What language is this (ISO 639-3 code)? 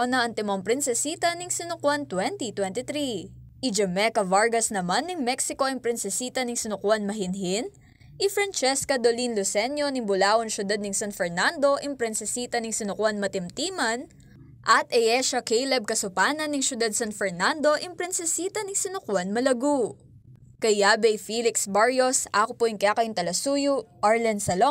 pam